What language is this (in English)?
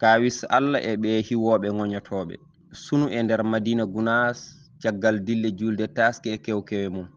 Fula